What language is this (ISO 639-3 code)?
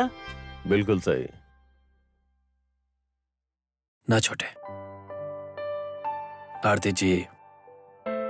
bho